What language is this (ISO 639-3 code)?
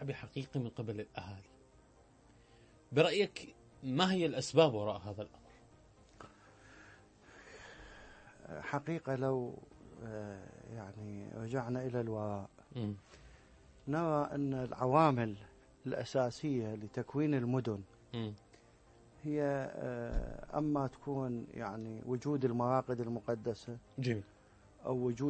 ara